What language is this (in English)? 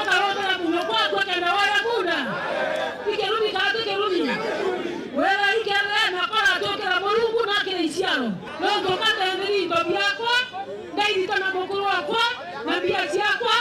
Meru